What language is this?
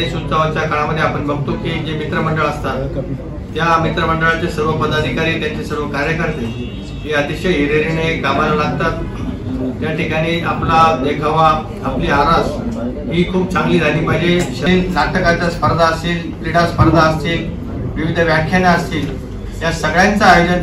Marathi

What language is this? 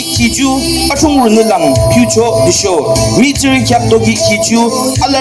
Yimchungru Naga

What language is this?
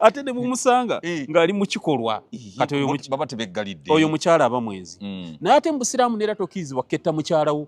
Ganda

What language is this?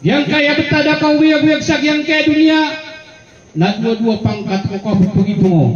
Maranao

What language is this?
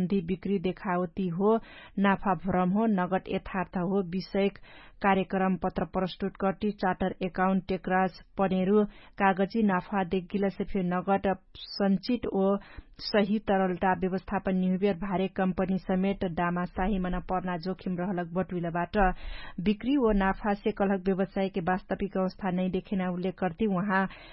Dangaura Tharu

